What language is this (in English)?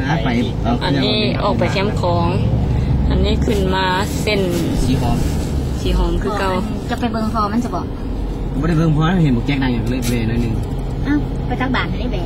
Lao